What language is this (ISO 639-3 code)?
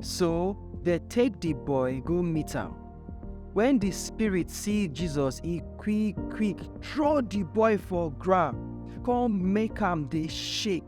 pcm